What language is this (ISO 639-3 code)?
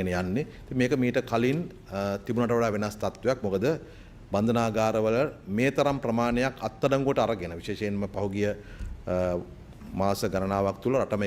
sin